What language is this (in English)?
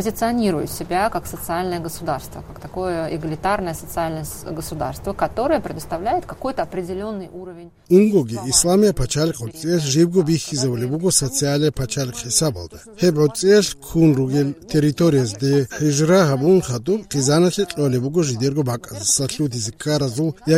Avaric